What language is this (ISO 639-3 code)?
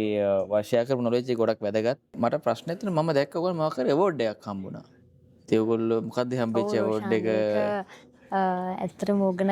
sin